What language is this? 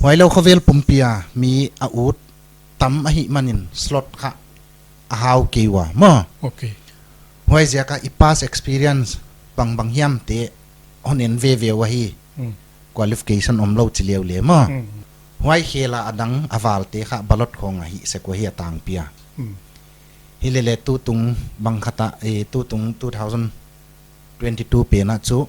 Paite Chin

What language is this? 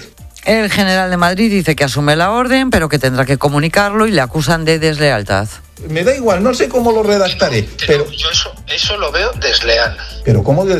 Spanish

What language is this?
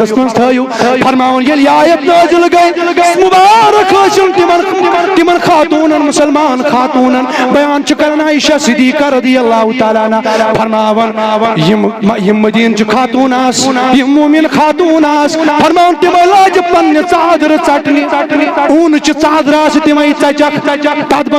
Kashmiri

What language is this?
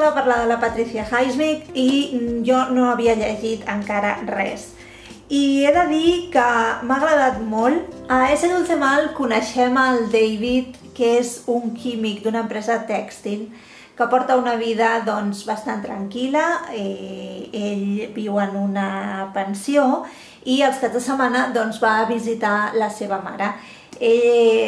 Catalan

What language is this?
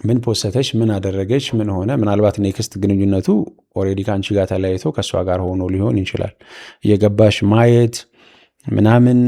Amharic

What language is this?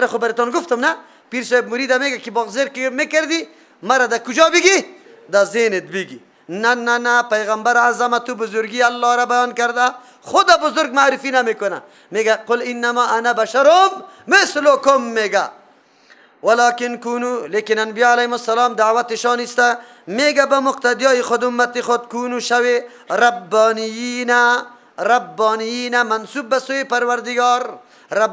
Persian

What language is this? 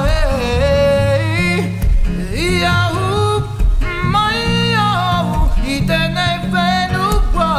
Māori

